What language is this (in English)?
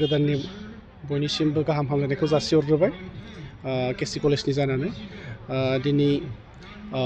Bodo